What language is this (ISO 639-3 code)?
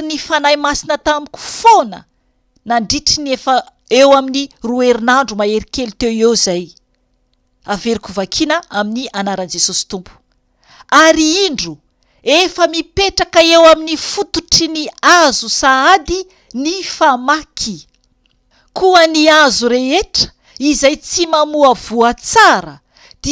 mlg